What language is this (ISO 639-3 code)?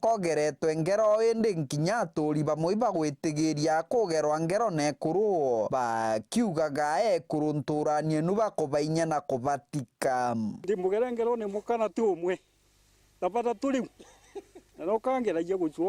mer